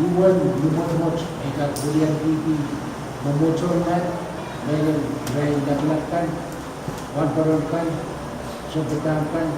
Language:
Pohnpeian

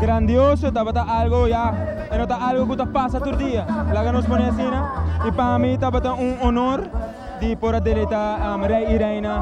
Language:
Papiamento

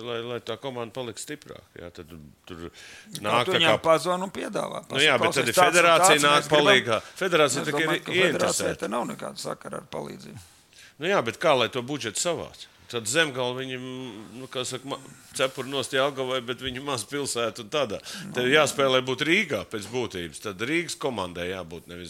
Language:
Latvian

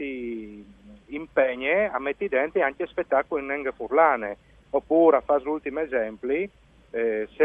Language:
Friulian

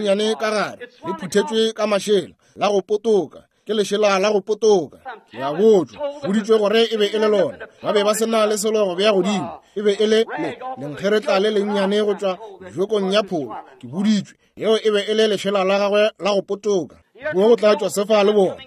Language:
Northern Sotho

